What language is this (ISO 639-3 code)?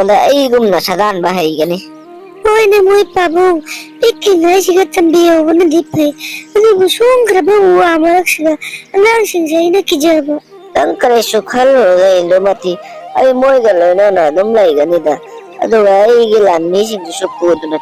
mni